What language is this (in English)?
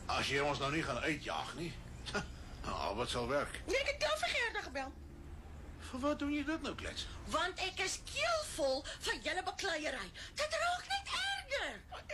Afrikaans